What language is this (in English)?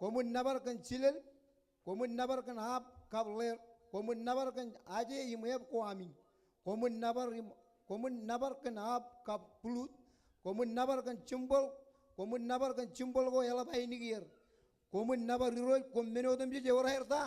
Marshallese